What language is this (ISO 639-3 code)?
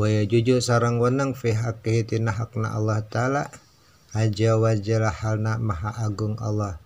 sun